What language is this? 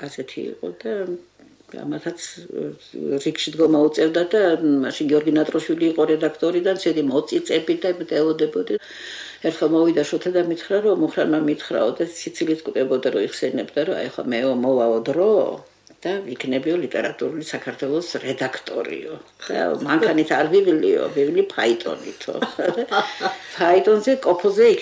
Georgian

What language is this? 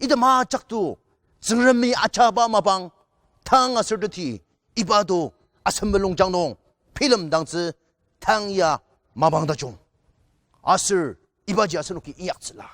Ao Naga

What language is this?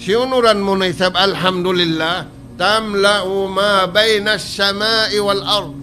Tausug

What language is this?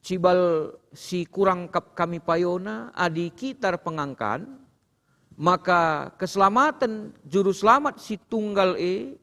Batak Karo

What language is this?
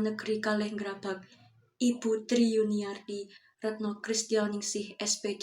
Javanese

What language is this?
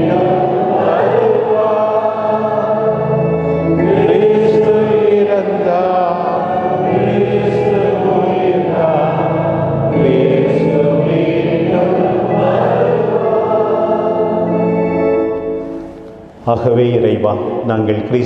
Tamil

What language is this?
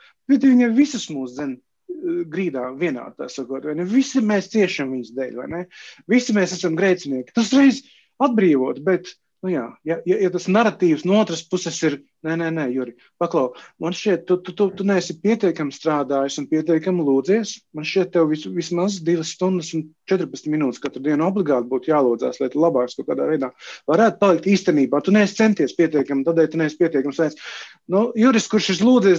Latvian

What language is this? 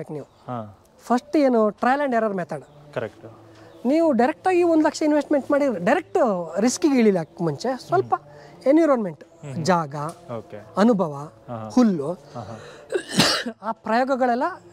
Kannada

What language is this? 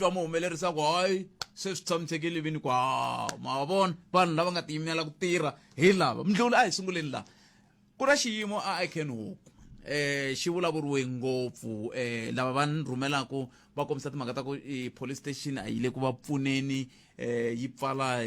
Tsonga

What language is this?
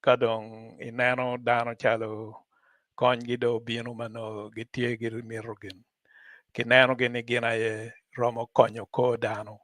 Acoli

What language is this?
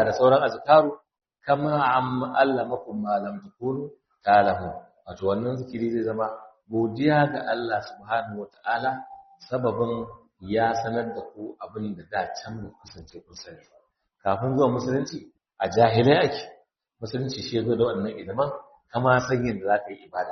Hausa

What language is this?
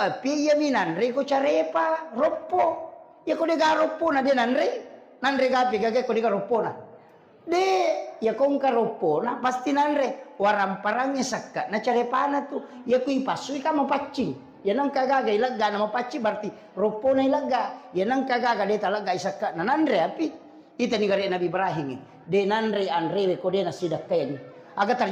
Buginese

